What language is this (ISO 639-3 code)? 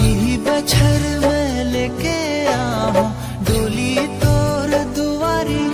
hne